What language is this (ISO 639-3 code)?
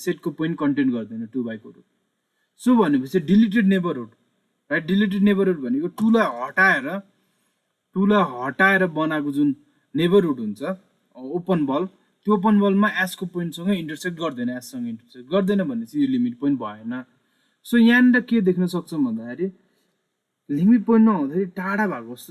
nep